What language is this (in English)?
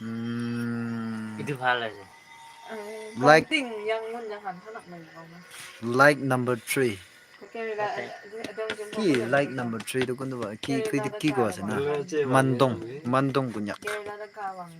Naga Pidgin